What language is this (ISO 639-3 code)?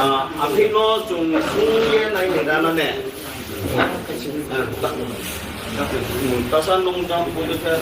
ria